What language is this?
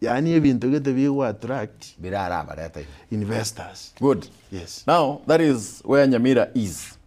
Gusii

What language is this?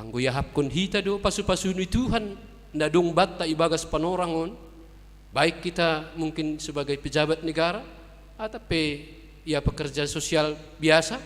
Batak Simalungun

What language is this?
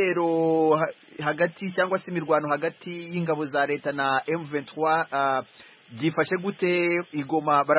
Kinyarwanda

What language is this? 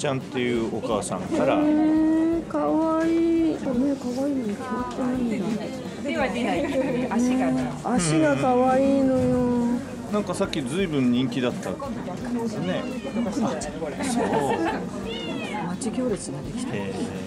Japanese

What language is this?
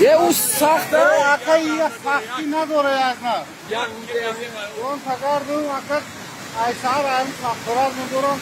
Tajik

